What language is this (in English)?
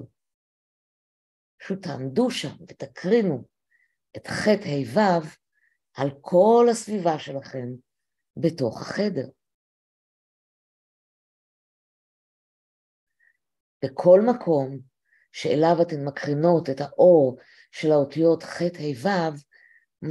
Hebrew